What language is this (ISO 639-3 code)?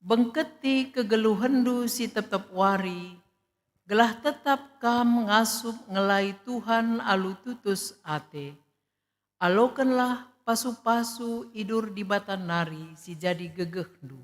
btx